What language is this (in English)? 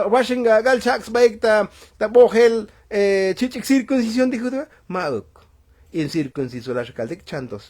Tzotzil